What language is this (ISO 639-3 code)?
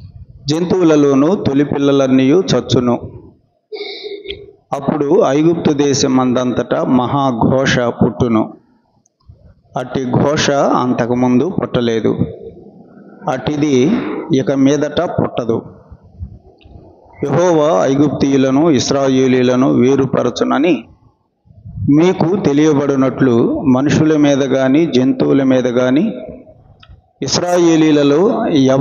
tel